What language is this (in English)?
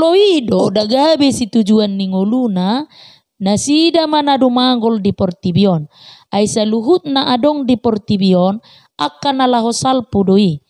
Batak Toba